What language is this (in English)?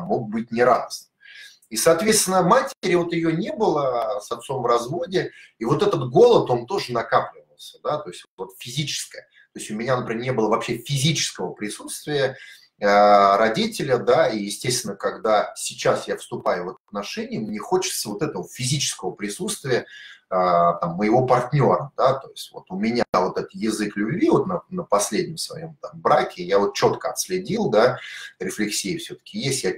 Russian